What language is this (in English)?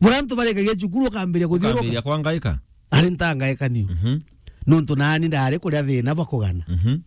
Meru